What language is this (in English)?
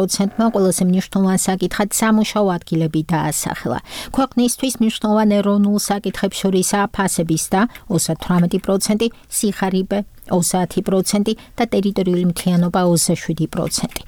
Georgian